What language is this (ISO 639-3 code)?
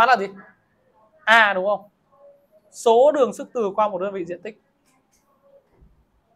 vie